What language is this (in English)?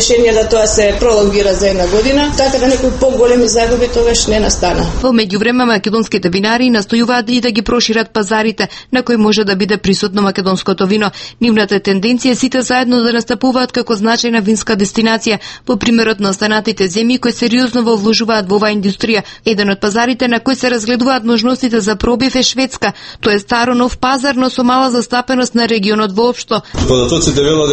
Macedonian